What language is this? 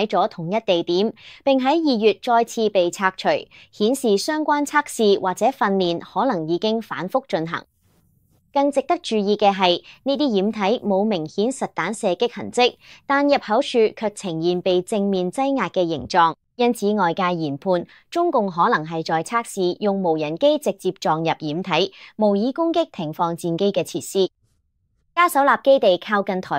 Cantonese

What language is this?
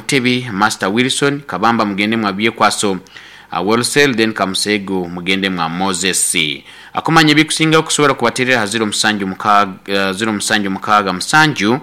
Nyoro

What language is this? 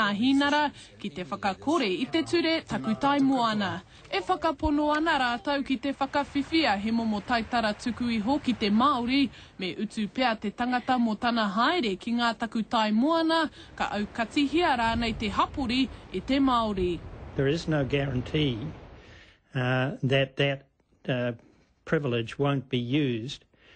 Māori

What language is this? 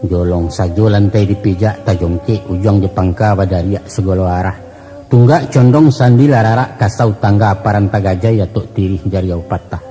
Minangkabau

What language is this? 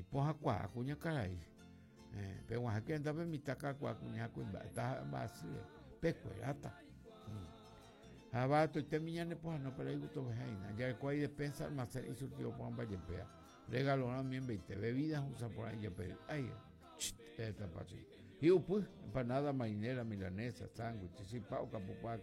Guarani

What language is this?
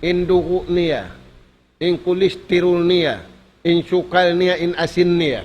Tausug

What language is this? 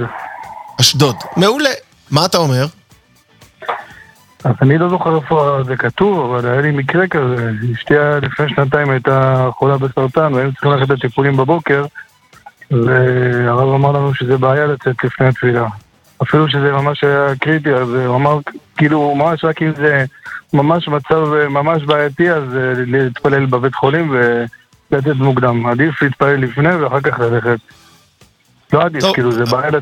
Hebrew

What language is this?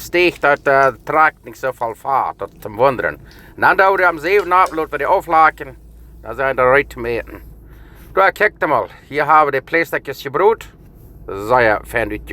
Plautdietsch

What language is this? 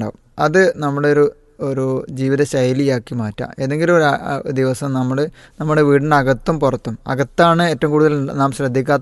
Malayalam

